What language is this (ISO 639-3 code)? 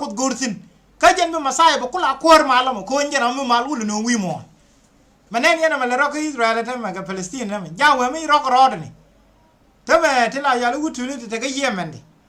nus